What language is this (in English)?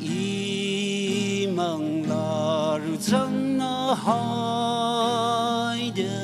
Tangkhul Naga (India)